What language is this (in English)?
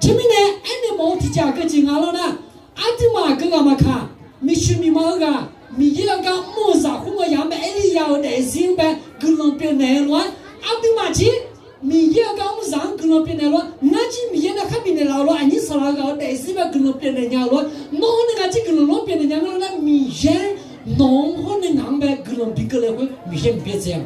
Akha